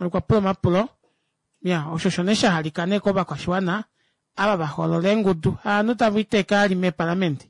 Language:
Kuanyama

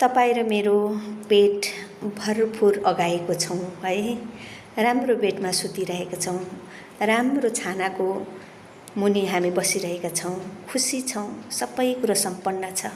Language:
Nepali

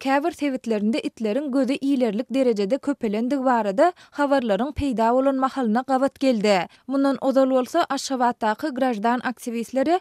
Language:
Turkmen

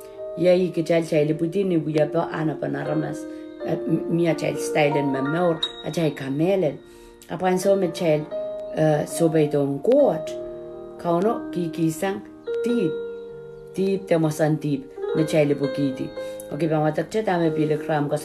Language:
Pohnpeian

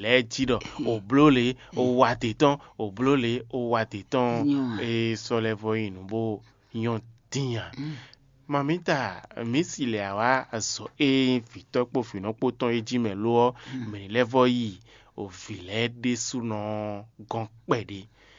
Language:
Fon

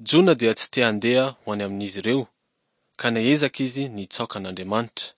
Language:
Malagasy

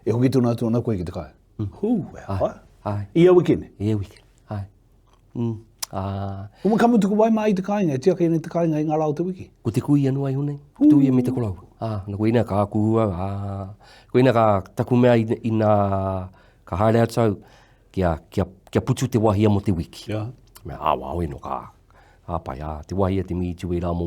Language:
Māori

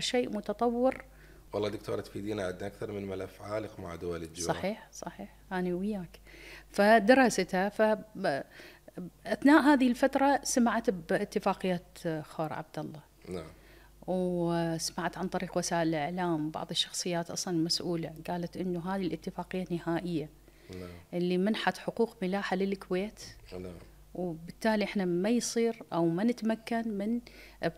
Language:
Mesopotamian Arabic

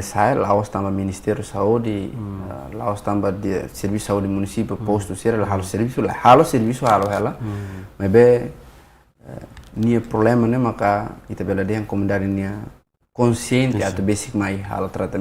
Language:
Tetum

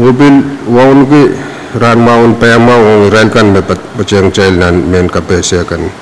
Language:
Pohnpeian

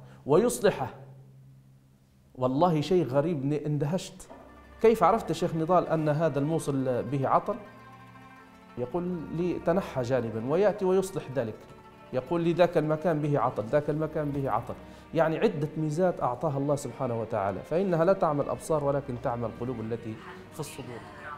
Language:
Arabic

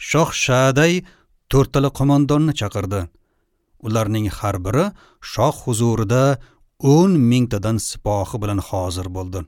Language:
Uzbek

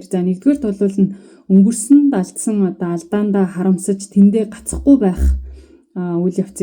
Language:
Mongolian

